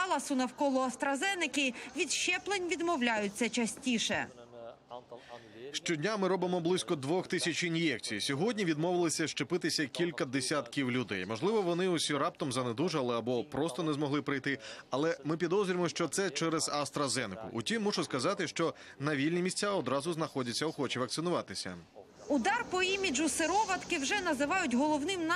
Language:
Ukrainian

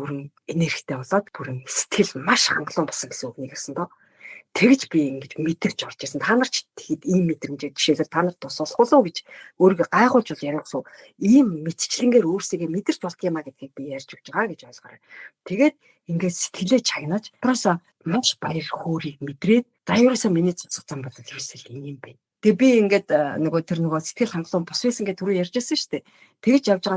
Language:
Mongolian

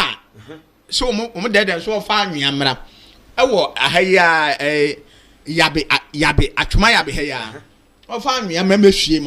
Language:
Akan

